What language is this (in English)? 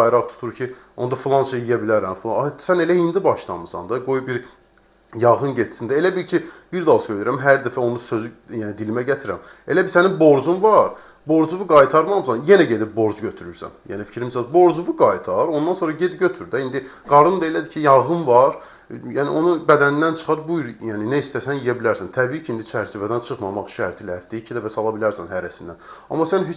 Azerbaijani